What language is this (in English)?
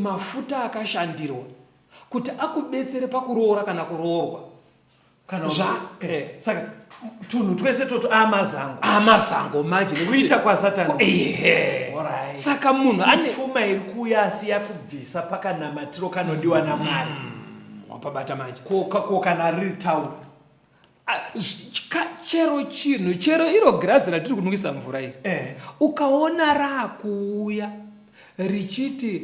Shona